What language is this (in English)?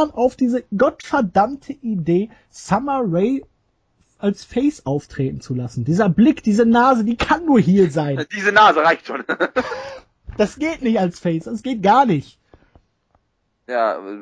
German